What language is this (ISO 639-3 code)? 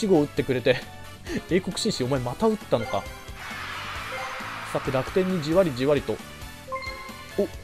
jpn